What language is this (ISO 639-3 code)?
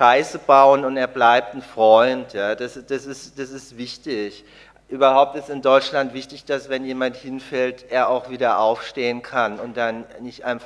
deu